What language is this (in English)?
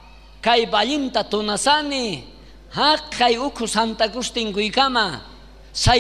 South Bolivian Quechua